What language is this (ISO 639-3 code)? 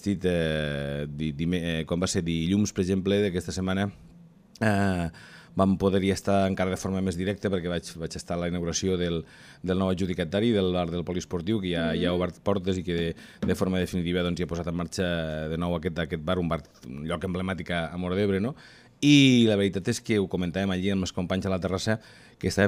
cat